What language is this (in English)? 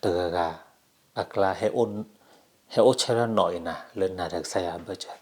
S'gaw Karen